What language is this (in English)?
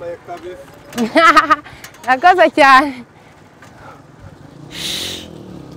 Kinyarwanda